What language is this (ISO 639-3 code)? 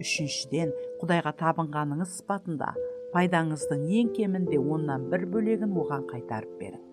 kaa